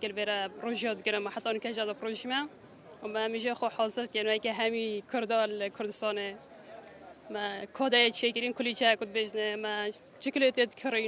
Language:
Kurdish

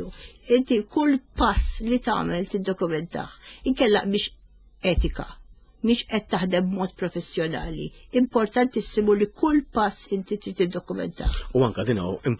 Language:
Maltese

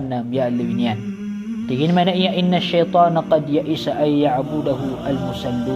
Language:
Maranao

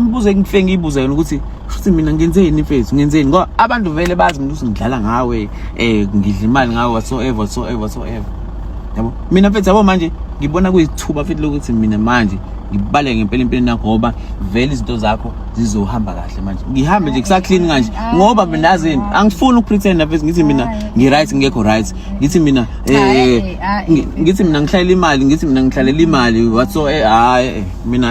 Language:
Zulu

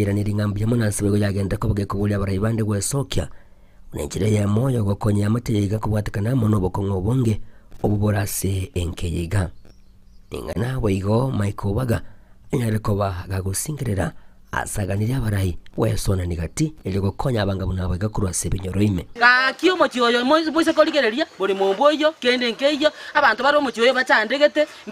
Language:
Gusii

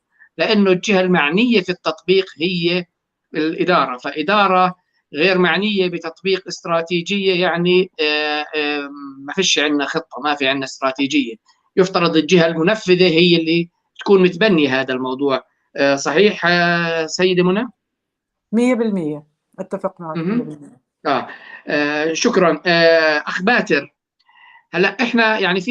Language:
North Levantine Arabic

